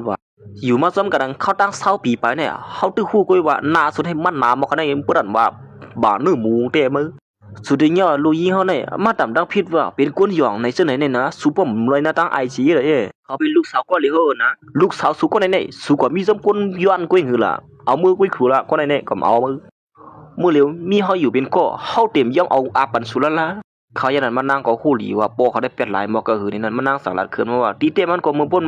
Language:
Shan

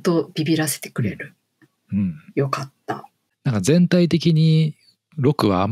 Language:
Japanese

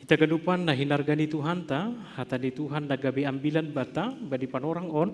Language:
Batak Simalungun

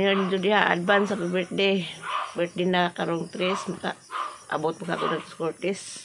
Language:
Cebuano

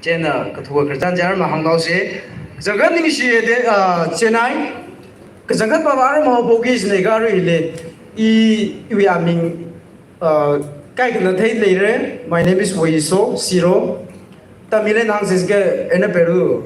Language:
Tangkhul Naga (India)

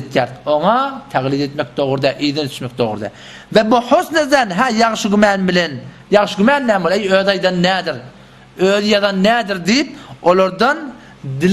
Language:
Turkmen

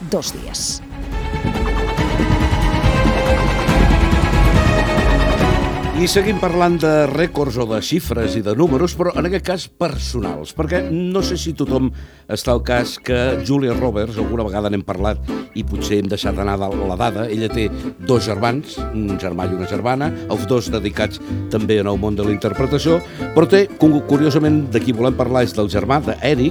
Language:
Catalan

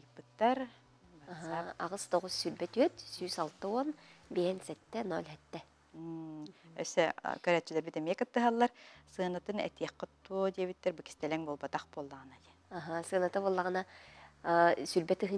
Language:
Yakut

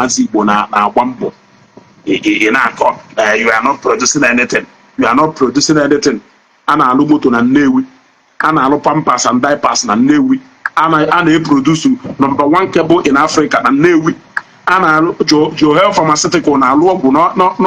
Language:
Igbo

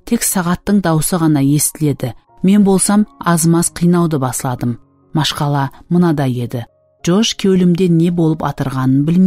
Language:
Kara-Kalpak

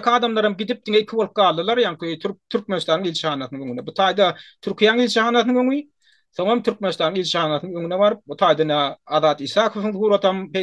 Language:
Turkmen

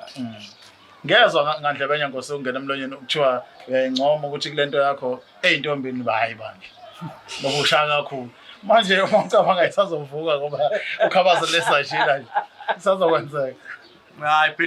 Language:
Zulu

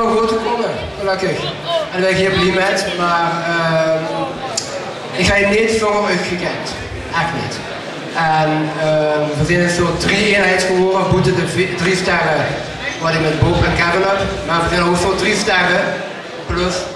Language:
Limburgish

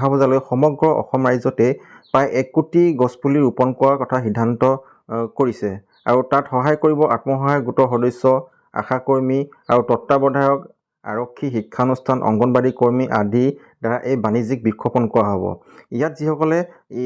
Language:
Assamese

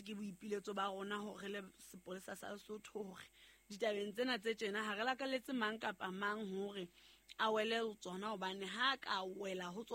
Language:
Southern Sotho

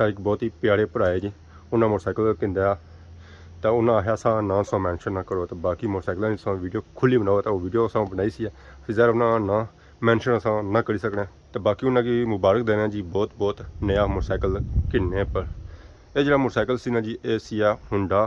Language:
Pahari-Potwari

